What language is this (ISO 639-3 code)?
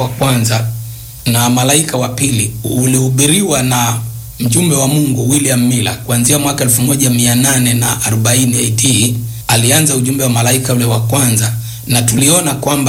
swa